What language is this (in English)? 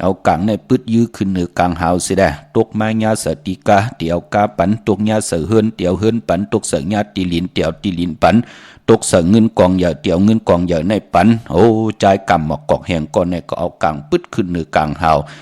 Shan